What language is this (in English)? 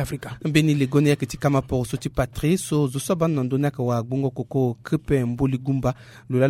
Sango